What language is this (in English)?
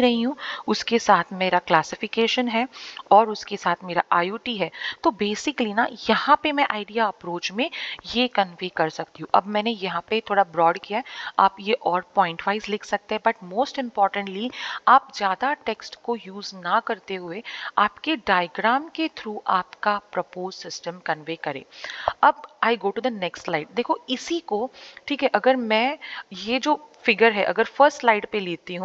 Hindi